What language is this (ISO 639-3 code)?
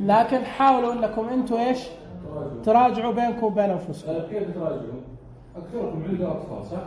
ars